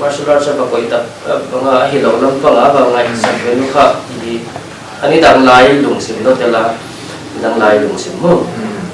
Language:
Paite Chin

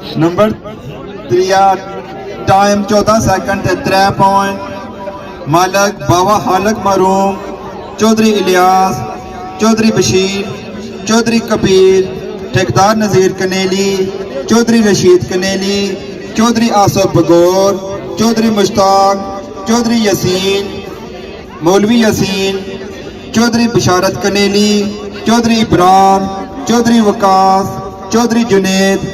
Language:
Pahari-Potwari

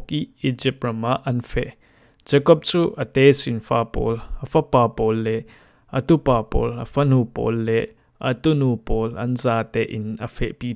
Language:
Falam Chin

